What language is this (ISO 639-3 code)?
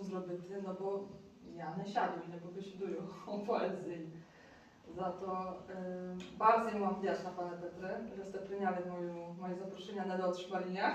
rue